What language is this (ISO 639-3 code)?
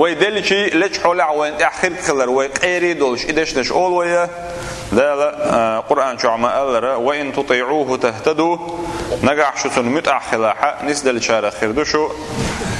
che